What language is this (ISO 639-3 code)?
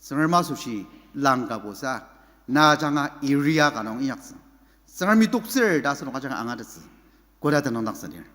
njo